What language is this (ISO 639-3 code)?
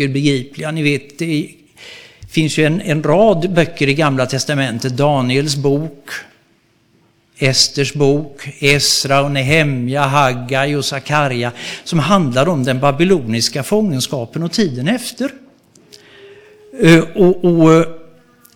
swe